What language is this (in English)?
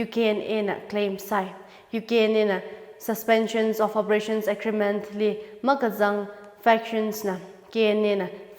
Tangkhul Naga (India)